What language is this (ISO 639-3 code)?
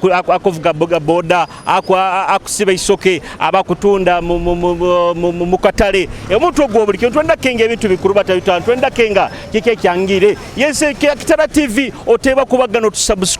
nyo